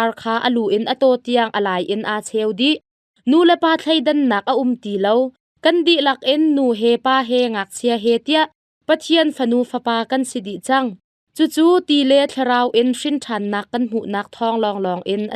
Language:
Hakha Chin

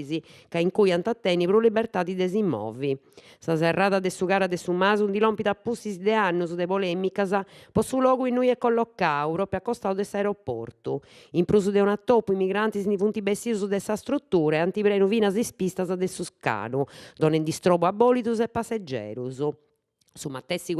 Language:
Sardinian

